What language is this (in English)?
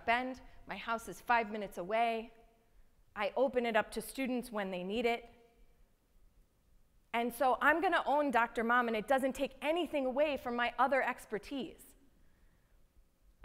English